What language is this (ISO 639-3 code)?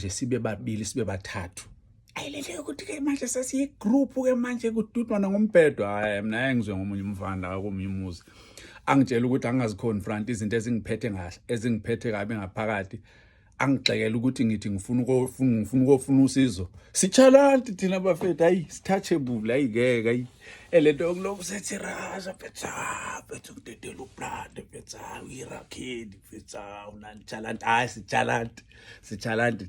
zul